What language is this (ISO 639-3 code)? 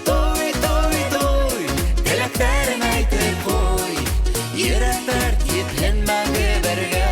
bak